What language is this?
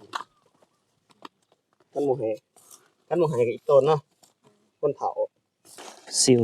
Lao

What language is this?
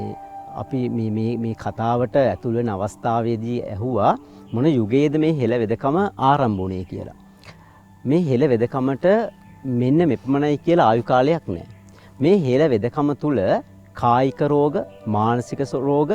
Sinhala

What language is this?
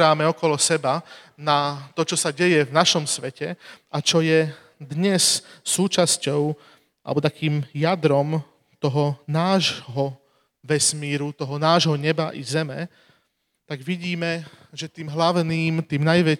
Slovak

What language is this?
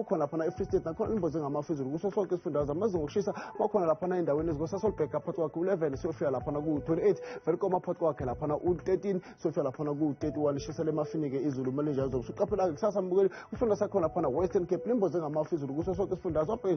Zulu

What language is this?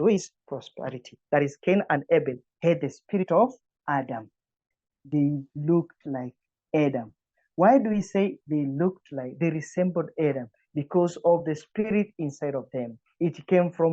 English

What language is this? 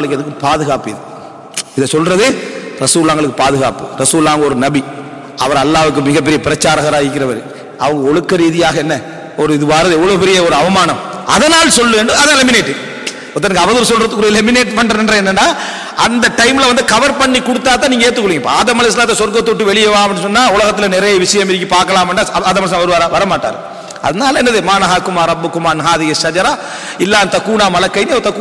Tamil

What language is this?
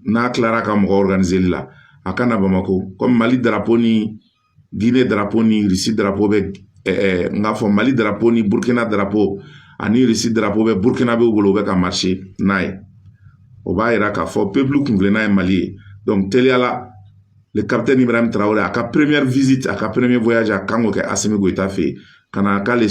Bambara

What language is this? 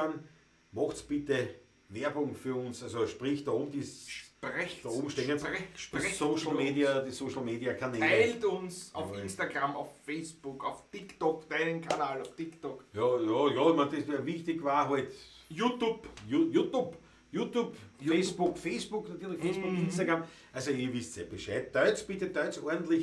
Bavarian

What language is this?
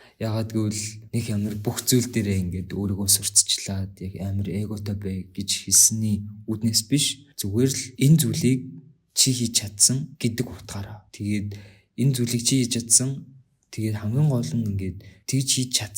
Mongolian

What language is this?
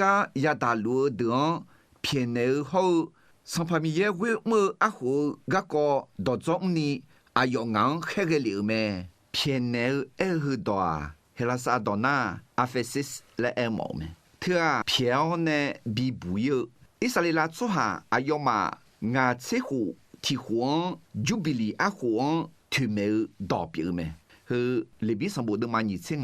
Akha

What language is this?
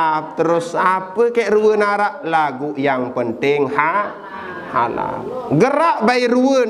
Sasak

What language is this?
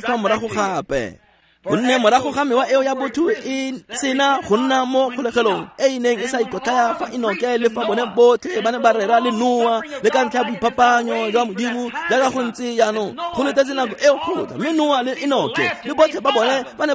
Tswana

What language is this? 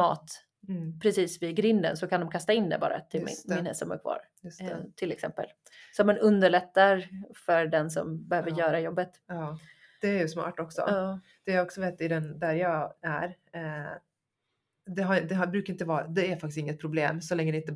Swedish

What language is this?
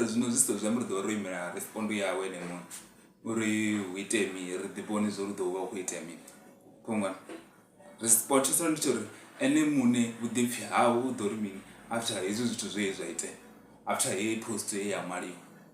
Venda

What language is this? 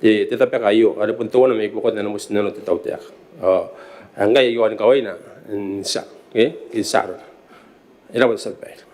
Gilbertese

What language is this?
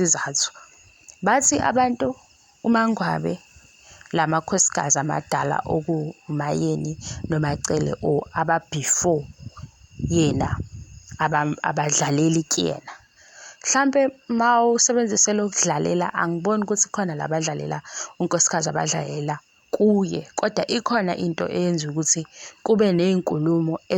Zulu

